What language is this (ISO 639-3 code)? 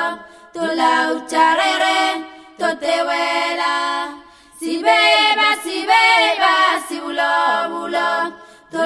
fra